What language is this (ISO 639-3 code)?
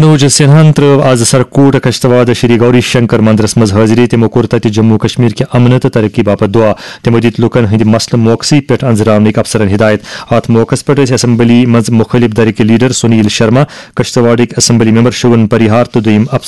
kas